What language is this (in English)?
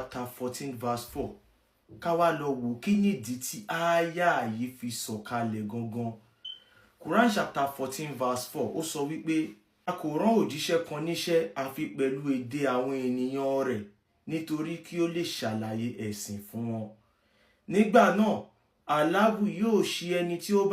Yoruba